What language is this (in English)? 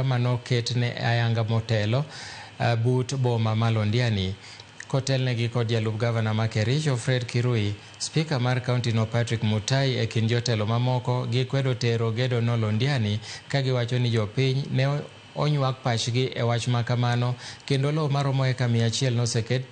Luo (Kenya and Tanzania)